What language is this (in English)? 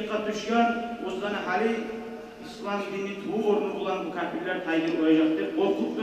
Kumyk